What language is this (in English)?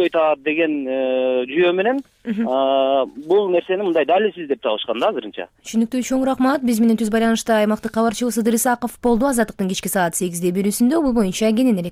Kyrgyz